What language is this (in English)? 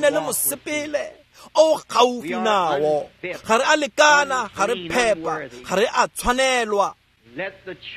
Tswana